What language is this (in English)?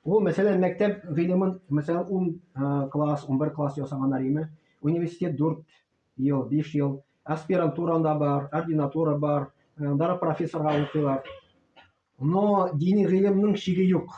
Tatar